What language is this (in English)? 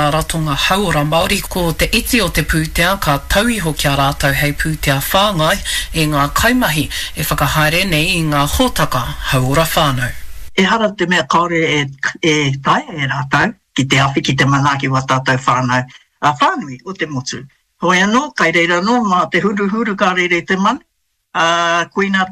Māori